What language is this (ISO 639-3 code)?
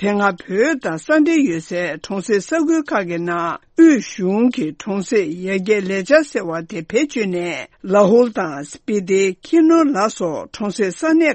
bod